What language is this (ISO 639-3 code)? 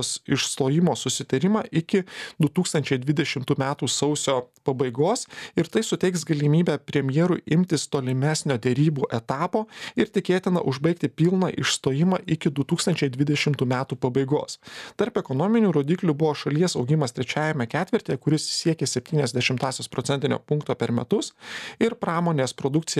lit